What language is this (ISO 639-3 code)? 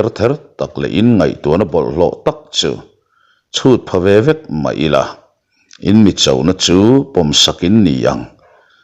lus